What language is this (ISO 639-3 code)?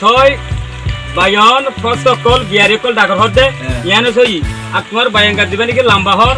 rhg